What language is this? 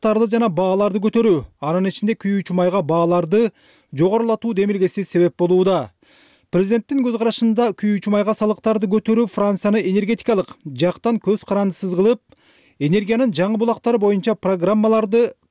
Kyrgyz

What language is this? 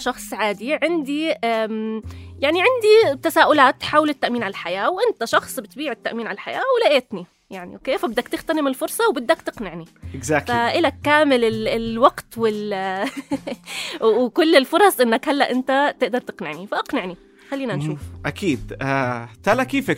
North Levantine Arabic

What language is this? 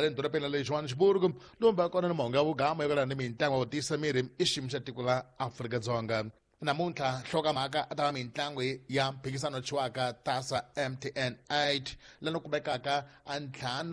Tsonga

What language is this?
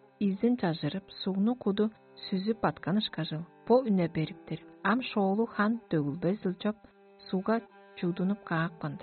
Tuvinian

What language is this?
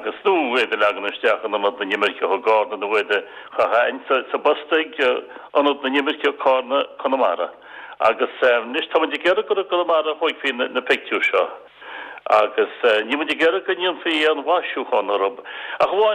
Irish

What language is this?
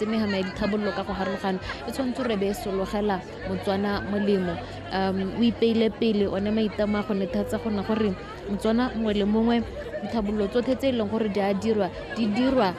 Tswana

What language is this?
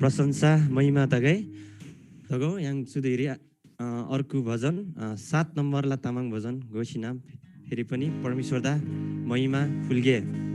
Eastern Tamang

